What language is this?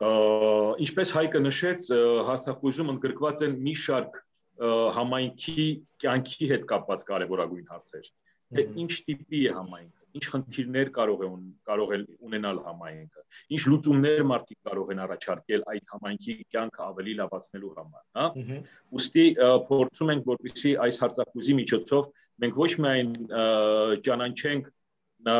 Armenian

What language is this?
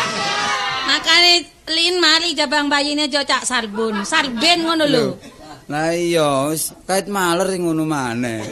Javanese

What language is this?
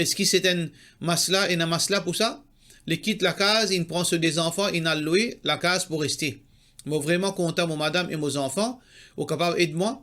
Morisyen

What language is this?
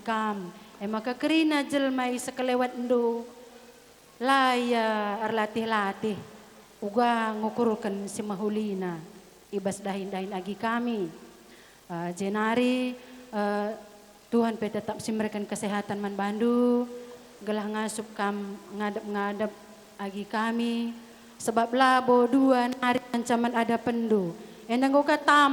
Batak Karo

